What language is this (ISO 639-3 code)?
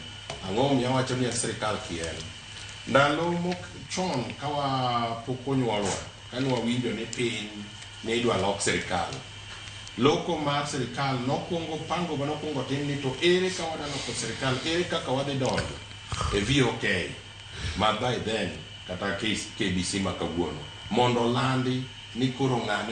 luo